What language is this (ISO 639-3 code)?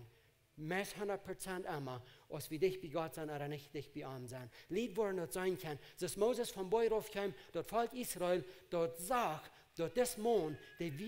pdt